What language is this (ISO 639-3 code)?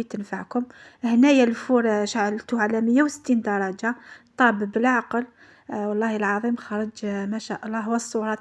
arq